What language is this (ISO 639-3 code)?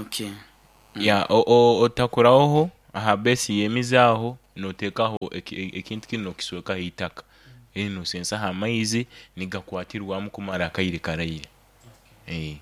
nyo